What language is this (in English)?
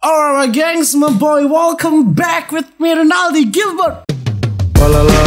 Manado Malay